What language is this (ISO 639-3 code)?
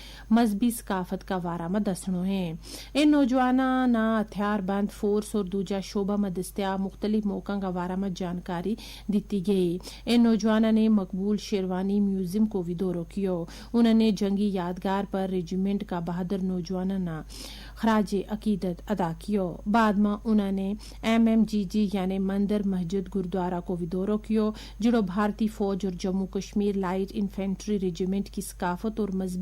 gju